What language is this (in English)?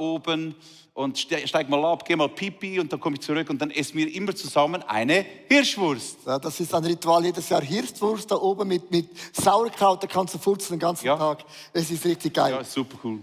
Swiss German